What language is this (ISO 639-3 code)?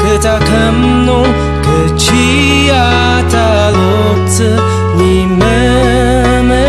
njo